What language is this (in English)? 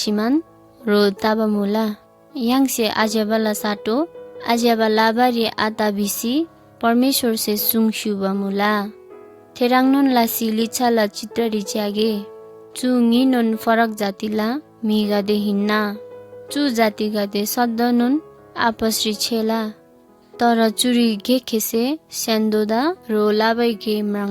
Eastern Tamang